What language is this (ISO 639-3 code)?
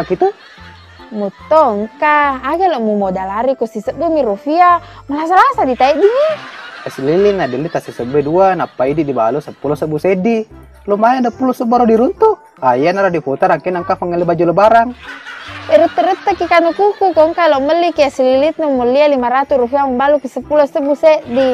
bug